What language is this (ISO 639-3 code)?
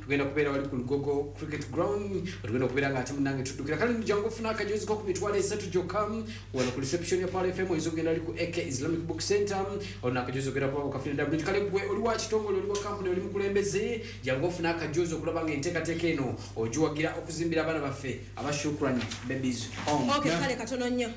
lug